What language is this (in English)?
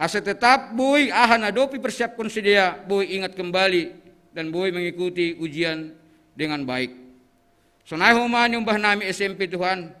Batak Simalungun